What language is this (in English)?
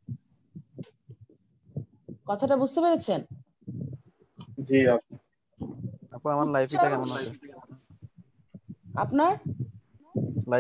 Bangla